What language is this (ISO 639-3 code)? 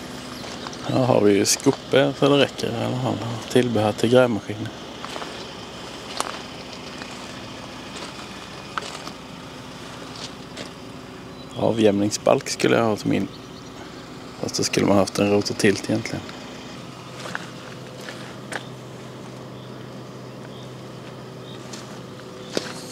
swe